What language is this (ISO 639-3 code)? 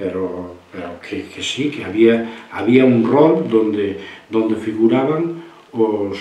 glg